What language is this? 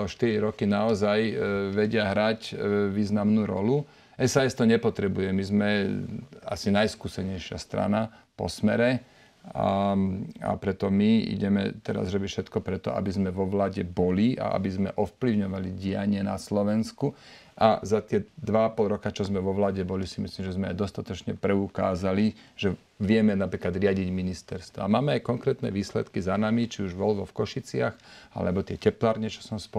Slovak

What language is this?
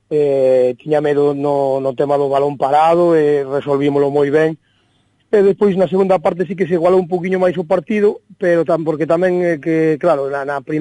Galician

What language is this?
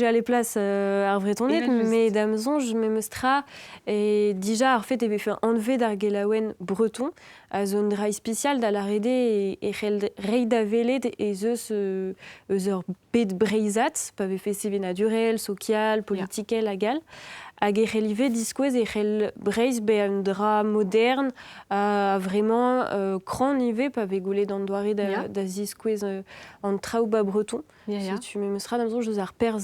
Breton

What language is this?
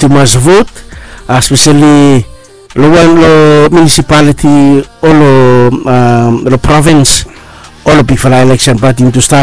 Bislama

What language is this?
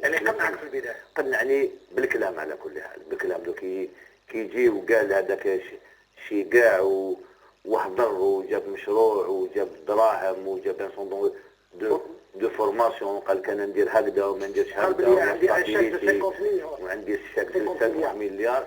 Algerian Arabic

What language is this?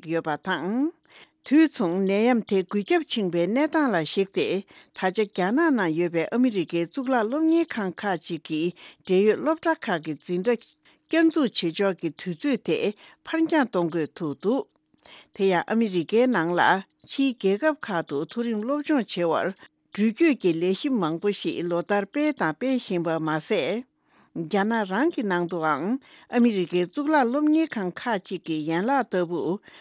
Tibetan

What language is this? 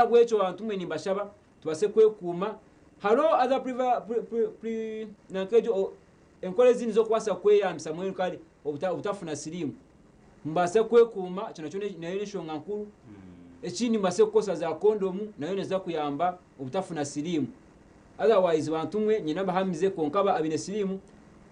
Nyankole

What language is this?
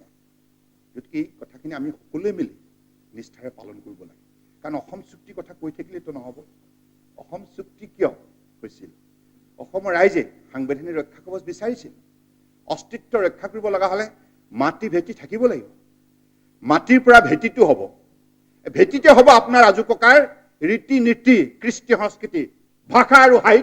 Assamese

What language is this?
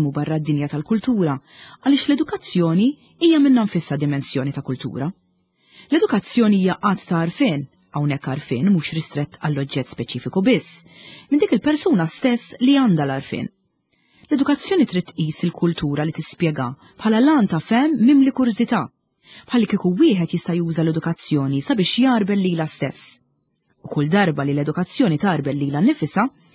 Maltese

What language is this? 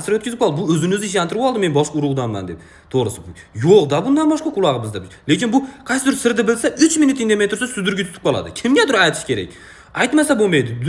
Uzbek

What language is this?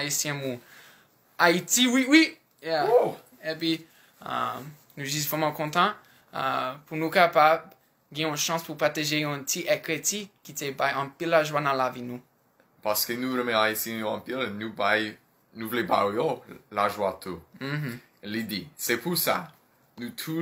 Haitian Creole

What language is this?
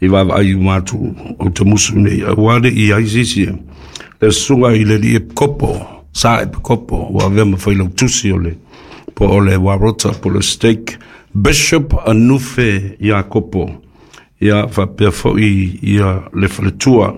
Samoan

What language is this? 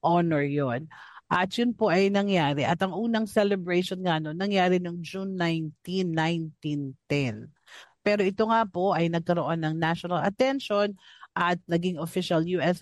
Filipino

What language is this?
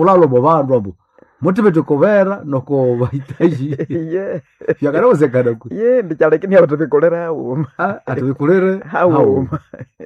Nande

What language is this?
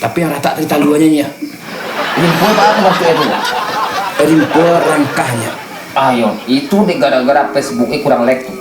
Minangkabau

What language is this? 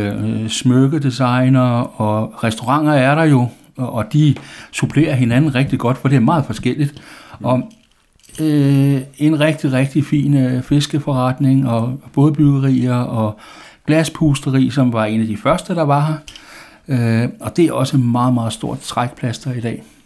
Danish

